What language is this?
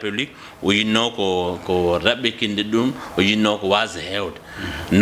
Fula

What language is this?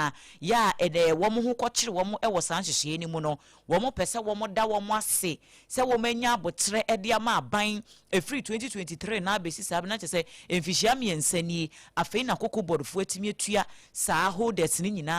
Akan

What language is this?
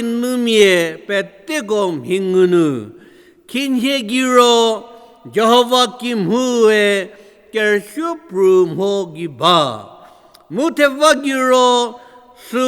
Angami Naga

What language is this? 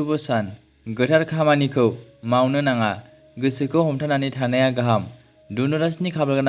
Bodo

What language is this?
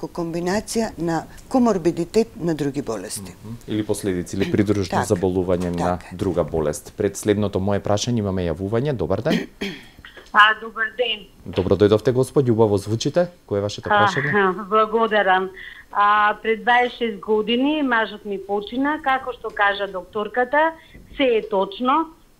Macedonian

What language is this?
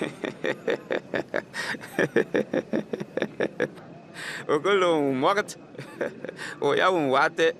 Bimoba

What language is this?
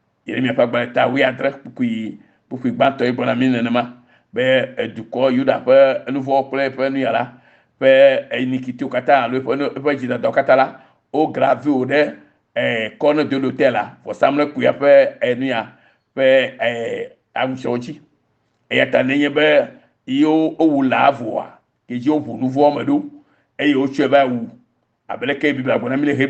Ewe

